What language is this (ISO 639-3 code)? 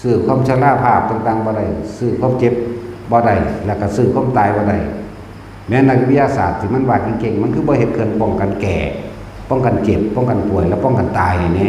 tts